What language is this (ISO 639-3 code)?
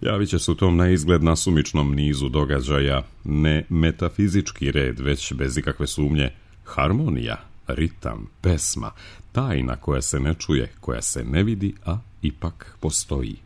srp